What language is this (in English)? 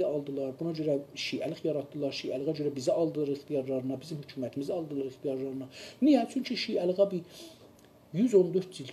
South Azerbaijani